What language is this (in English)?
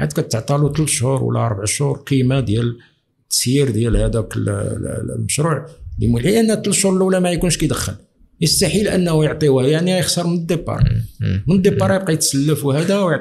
Moroccan Arabic